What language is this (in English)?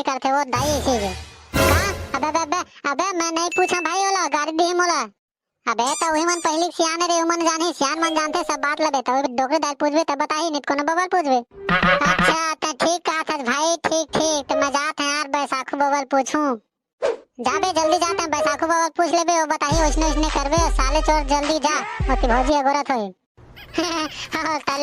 Chhattisgarhi